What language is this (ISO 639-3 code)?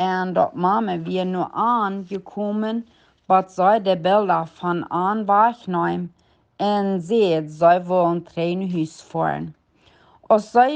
pdt